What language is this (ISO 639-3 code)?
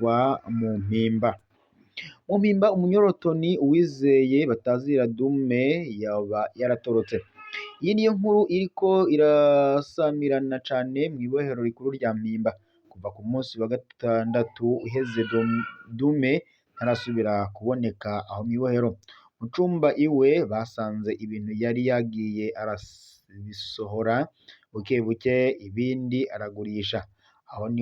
run